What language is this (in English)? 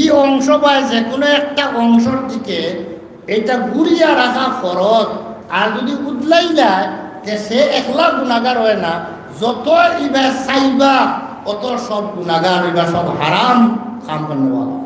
Sylheti